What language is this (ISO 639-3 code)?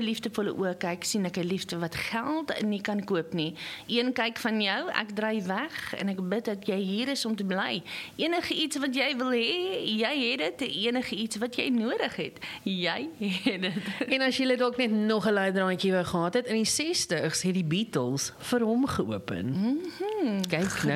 afr